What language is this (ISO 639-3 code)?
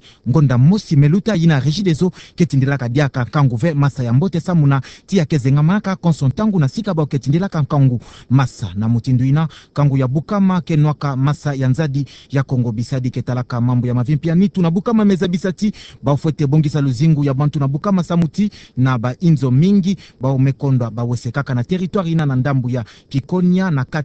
ktu